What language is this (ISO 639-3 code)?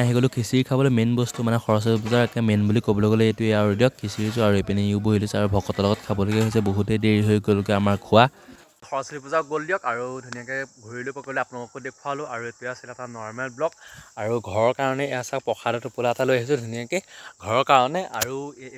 asm